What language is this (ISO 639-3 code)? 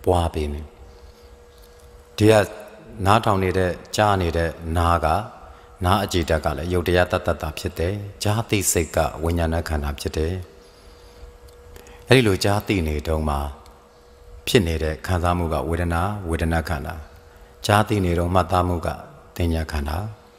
mya